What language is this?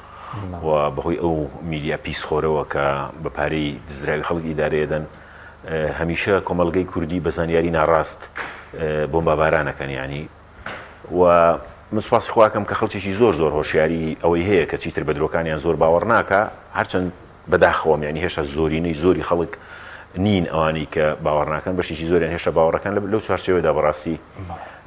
Central Kurdish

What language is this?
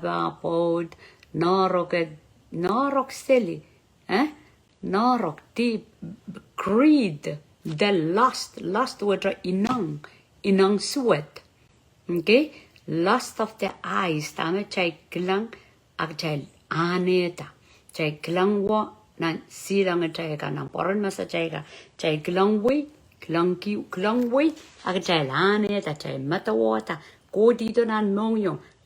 Pohnpeian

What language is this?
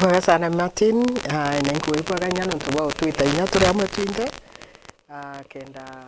Meru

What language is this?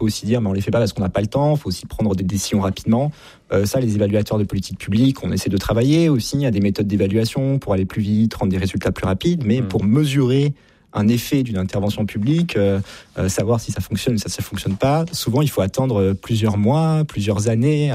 French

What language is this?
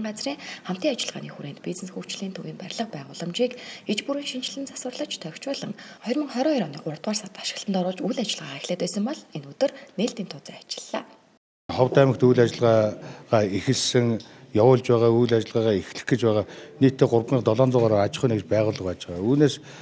Mongolian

